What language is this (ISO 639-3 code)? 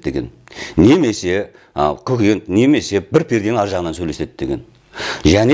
kaz